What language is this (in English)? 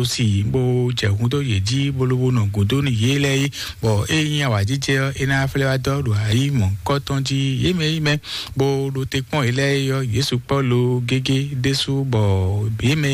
Fon